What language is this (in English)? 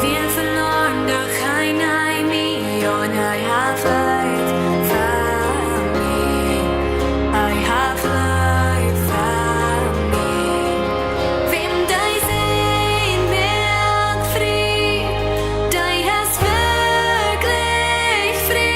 Plautdietsch